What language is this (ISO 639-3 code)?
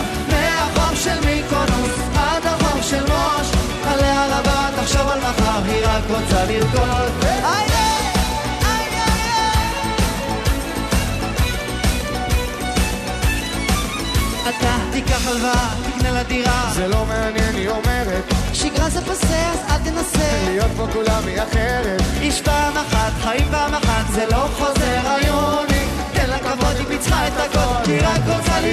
heb